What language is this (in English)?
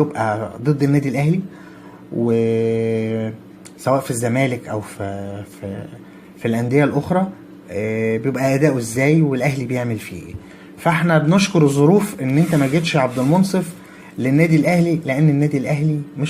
Egyptian Arabic